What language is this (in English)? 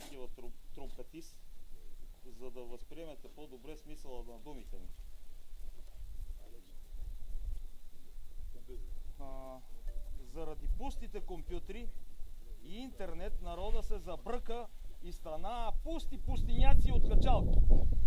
Bulgarian